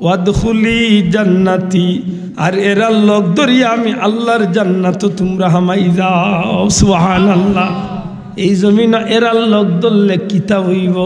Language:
Sylheti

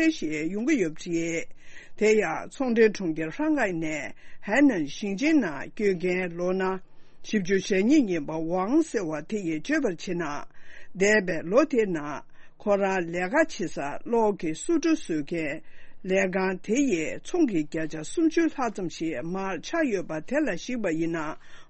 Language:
Tibetan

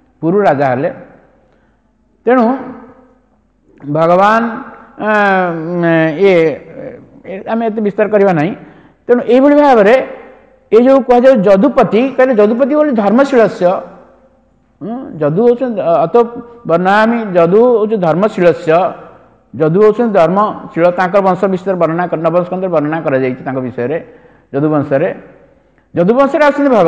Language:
Odia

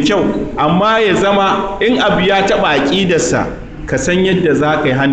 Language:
Hausa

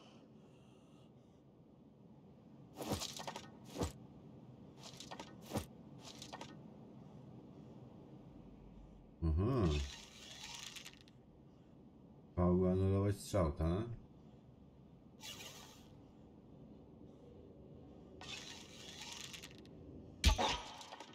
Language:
Polish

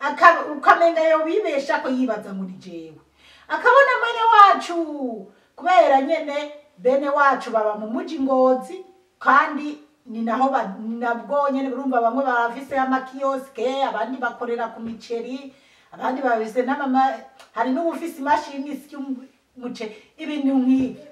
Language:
Rundi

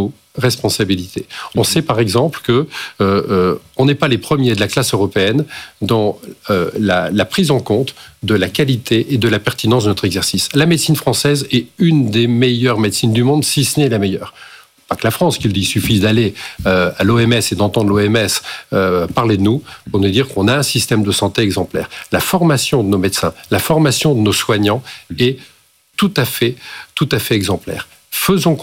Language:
French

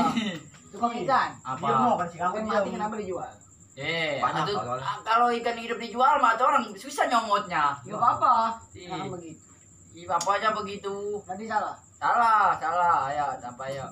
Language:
Betawi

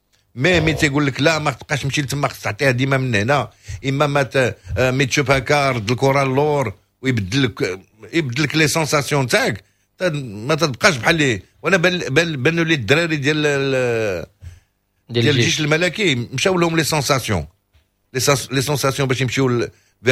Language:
Moroccan Arabic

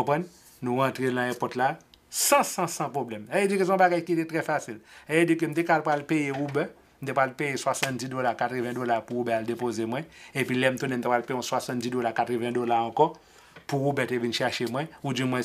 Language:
Haitian Creole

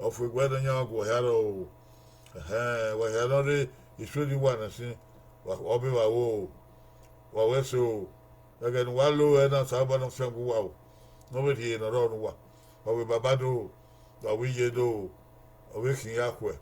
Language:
Bini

